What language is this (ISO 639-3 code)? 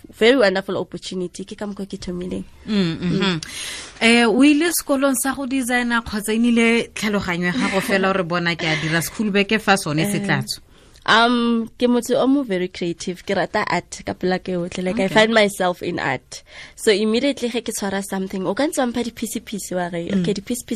tsn